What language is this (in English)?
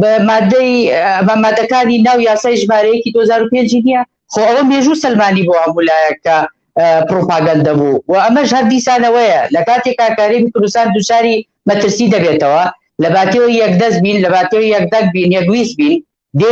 Central Kurdish